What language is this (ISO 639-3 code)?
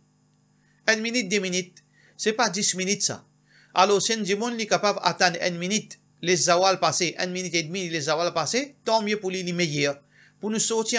mfe